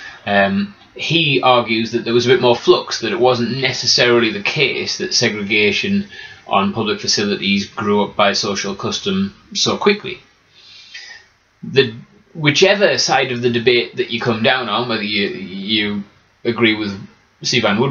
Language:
English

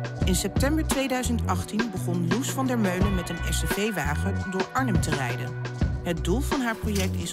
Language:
Dutch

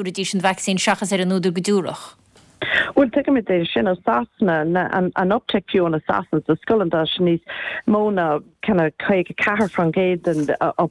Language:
Irish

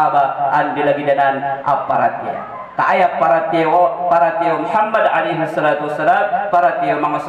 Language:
Maranao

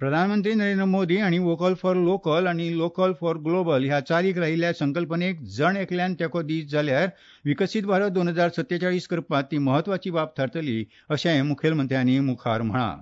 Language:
Konkani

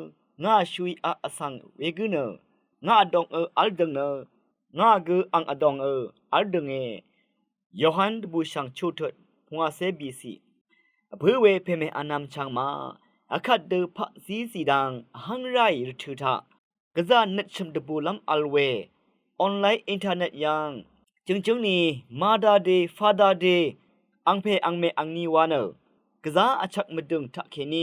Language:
Rawang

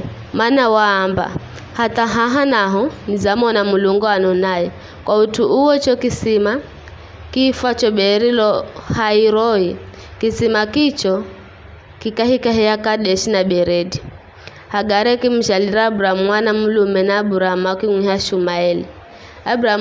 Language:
Giryama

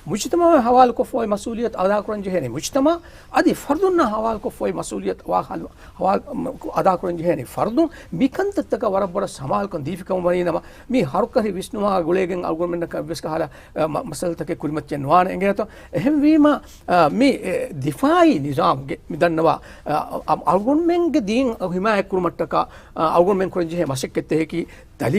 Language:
Divehi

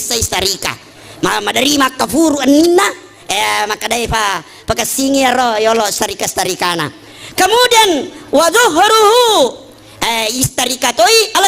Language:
Buginese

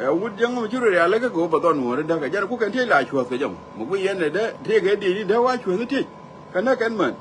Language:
Nuer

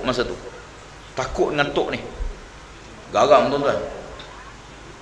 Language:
Malay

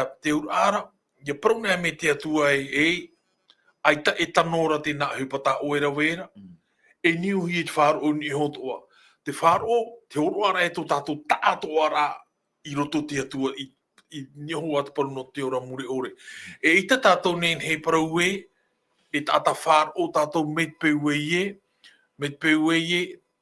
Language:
Tahitian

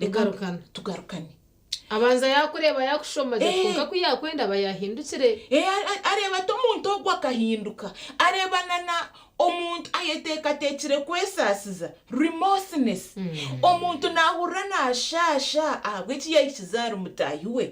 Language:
Nyankole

